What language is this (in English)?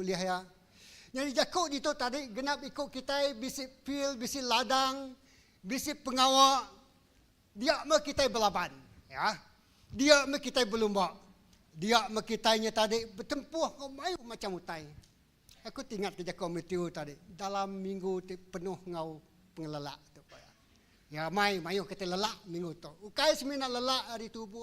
Iban